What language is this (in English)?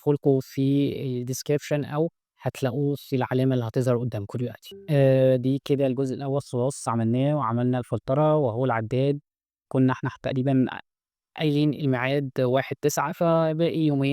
Egyptian Arabic